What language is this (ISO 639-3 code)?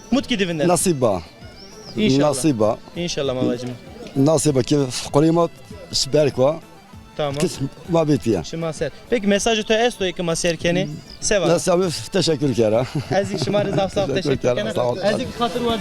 zza